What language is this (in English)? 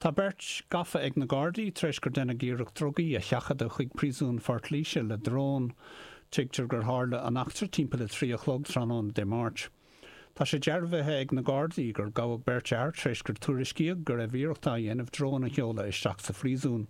Irish